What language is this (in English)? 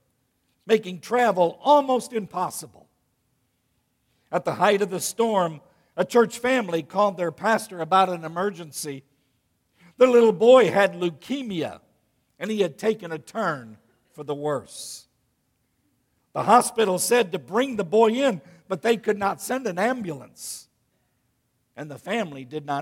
English